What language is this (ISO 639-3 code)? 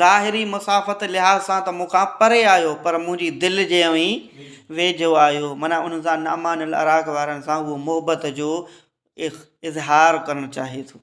snd